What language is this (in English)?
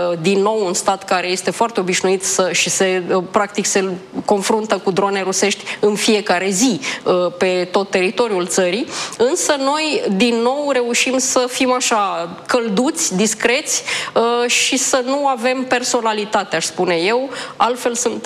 Romanian